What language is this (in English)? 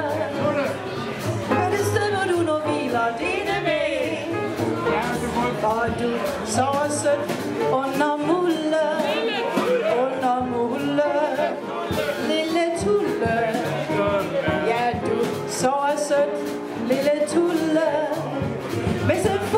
Danish